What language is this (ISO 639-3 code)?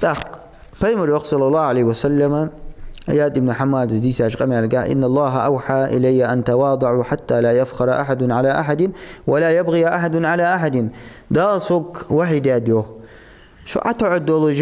inh